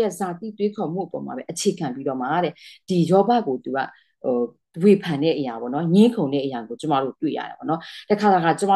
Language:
Burmese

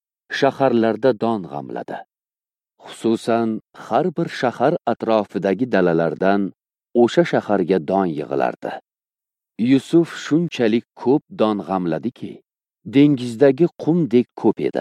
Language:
Uzbek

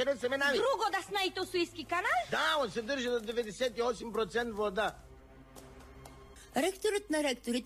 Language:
Bulgarian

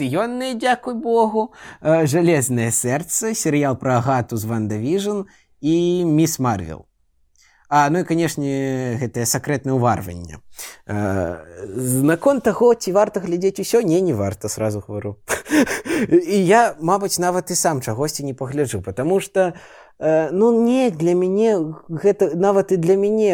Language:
Belarusian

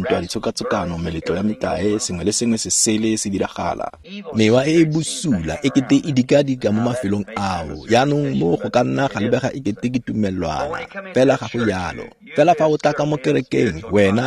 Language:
Tswana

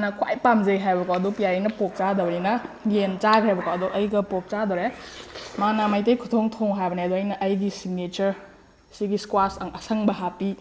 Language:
Manipuri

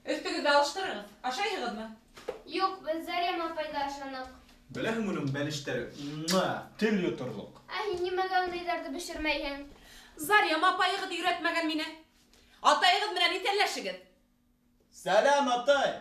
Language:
Bashkir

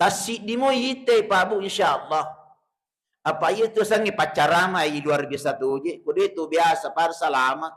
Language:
Buginese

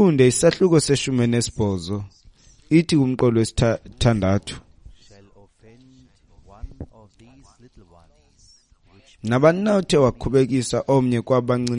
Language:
Xhosa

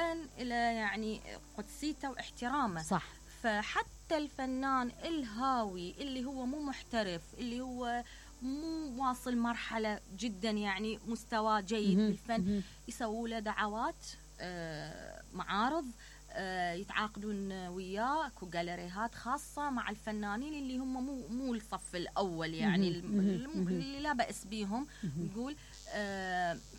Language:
Mesopotamian Arabic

